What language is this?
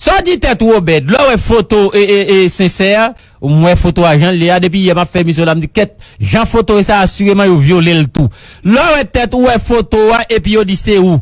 Haitian Creole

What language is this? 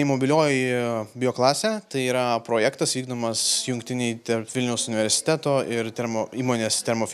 Lithuanian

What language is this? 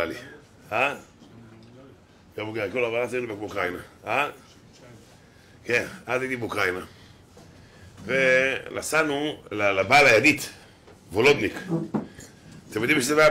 Hebrew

